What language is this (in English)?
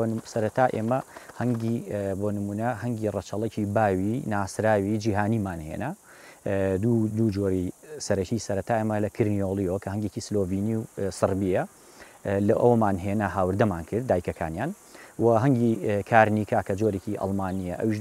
Central Kurdish